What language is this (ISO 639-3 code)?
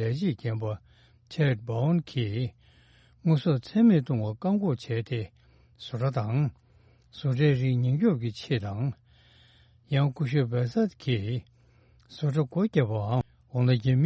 bod